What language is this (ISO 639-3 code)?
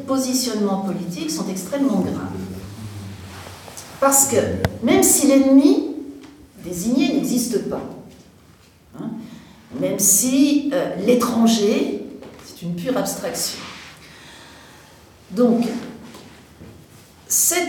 fra